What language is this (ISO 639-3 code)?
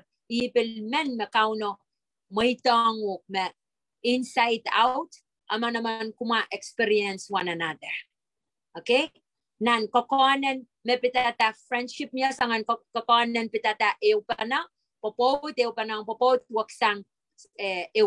pon